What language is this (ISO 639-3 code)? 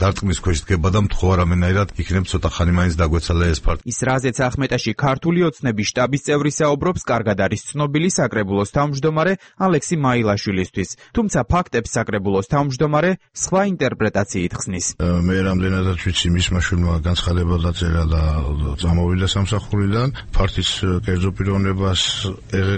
kat